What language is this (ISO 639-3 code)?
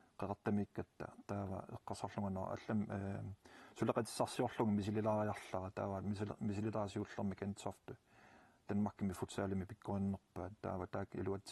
kal